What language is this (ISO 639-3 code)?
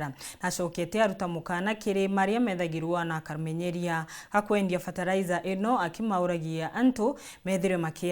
mer